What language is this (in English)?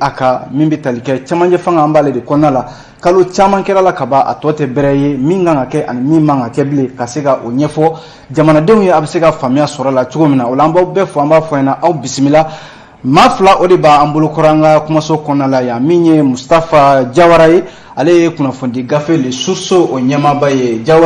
Bambara